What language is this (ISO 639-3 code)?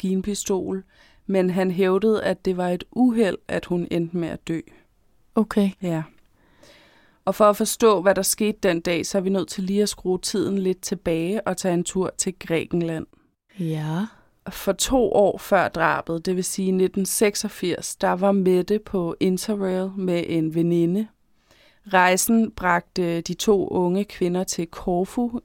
dan